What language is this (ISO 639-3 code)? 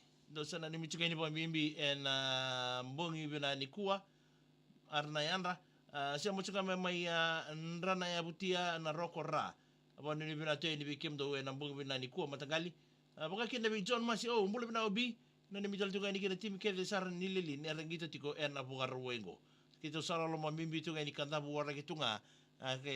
fij